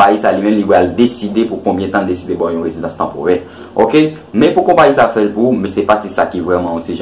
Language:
Haitian Creole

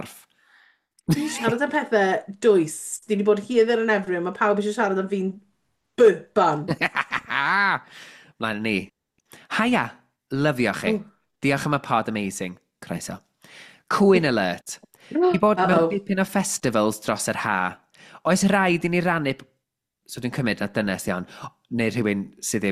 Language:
Welsh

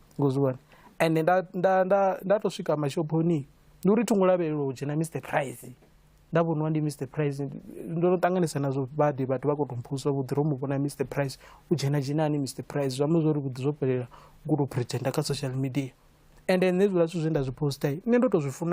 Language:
Venda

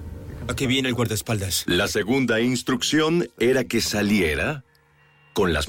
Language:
Spanish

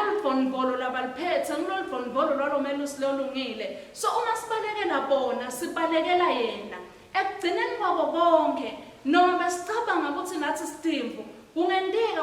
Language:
Swati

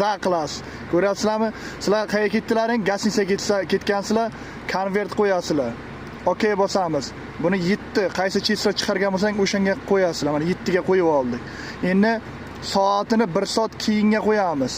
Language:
Uzbek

